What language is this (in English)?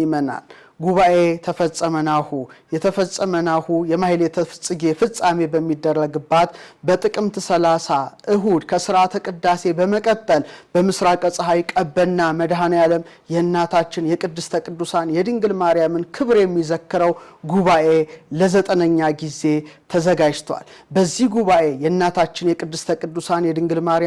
Amharic